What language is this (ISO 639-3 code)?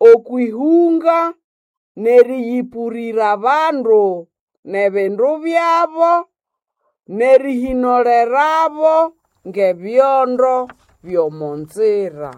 nnb